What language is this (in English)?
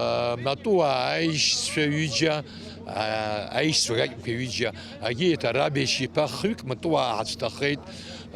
Abkhazian